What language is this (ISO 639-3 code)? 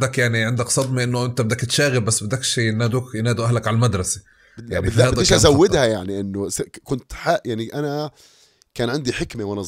apc